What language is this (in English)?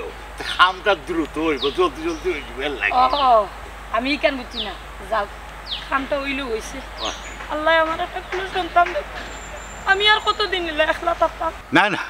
Sylheti